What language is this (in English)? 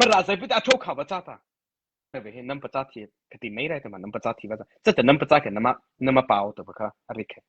Mara Chin